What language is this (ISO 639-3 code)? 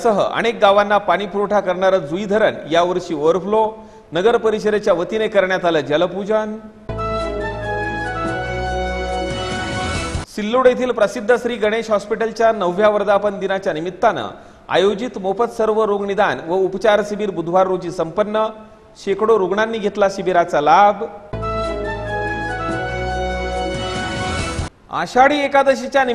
mar